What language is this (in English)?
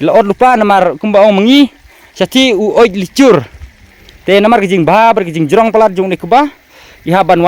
Khasi